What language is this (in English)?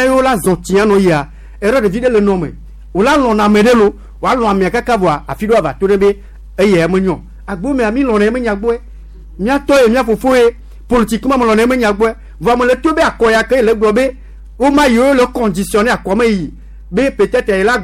Gen